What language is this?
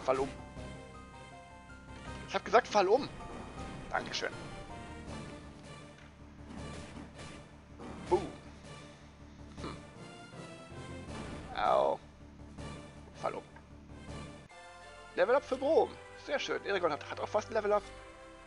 German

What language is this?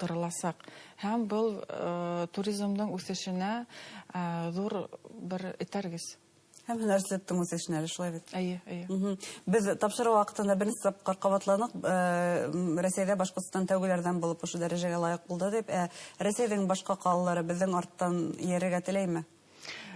Bashkir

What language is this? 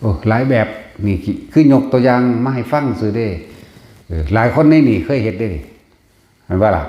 Lao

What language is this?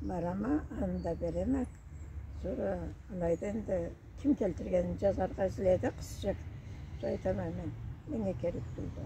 Karachay-Balkar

